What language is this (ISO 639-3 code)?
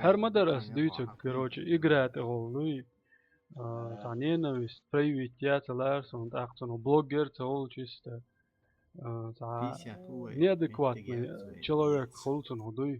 che